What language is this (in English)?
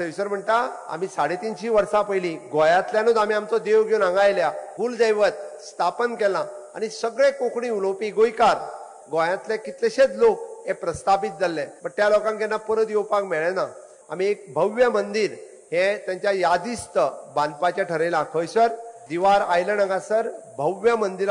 Konkani